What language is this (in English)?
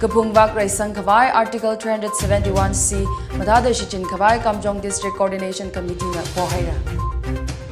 Tangkhul Naga (India)